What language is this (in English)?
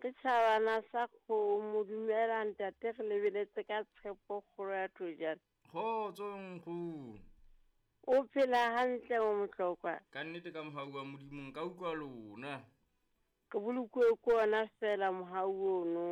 Southern Sotho